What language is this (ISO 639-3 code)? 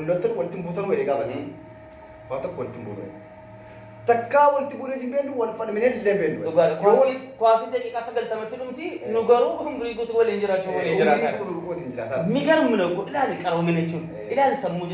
orm